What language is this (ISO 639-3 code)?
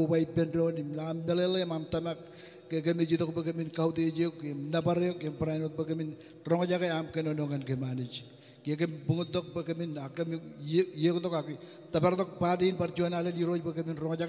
mah